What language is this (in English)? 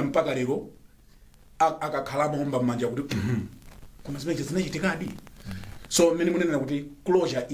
Nyanja